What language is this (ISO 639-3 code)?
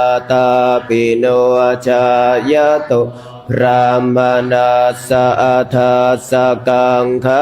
pli